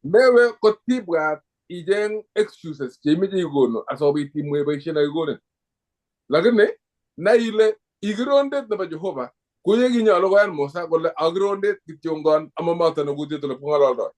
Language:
Kalenjin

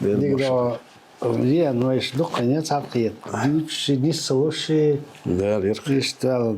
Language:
Chechen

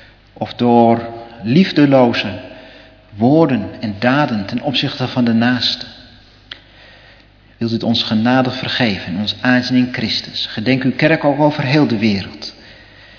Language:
Dutch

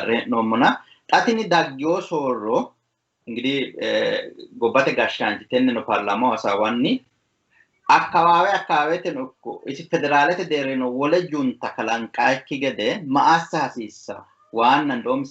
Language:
Sidamo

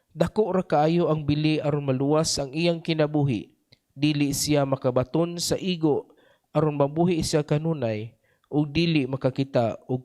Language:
Cebuano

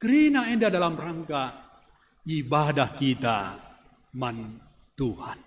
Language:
Batak Karo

